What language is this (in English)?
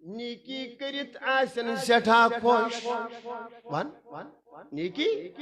Kashmiri